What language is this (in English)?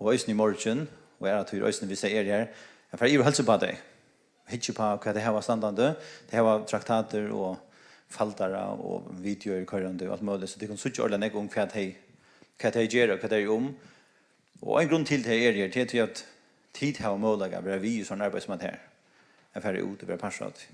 Faroese